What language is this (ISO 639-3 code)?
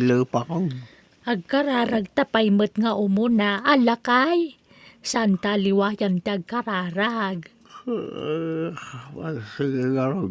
ilo